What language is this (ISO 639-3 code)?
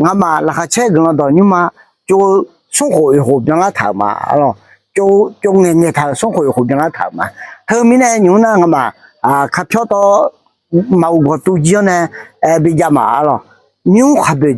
ahk